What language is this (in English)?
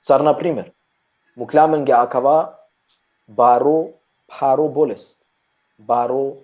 Balkan Romani